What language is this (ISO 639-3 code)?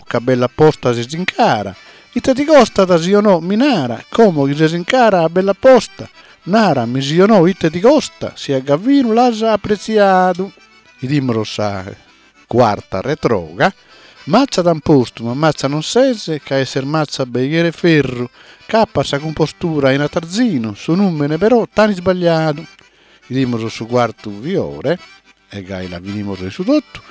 srd